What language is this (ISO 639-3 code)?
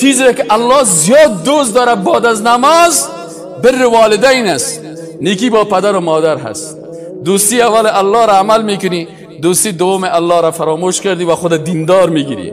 fas